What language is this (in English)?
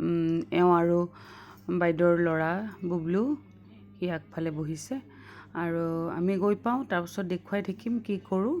Assamese